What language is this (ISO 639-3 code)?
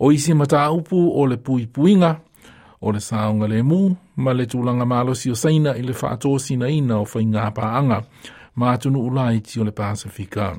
smo